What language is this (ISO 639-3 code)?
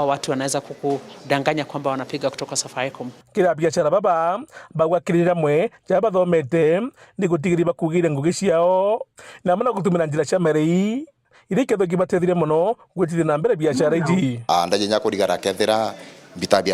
mer